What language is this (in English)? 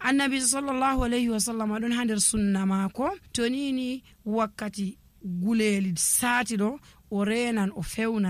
Nigerian Fulfulde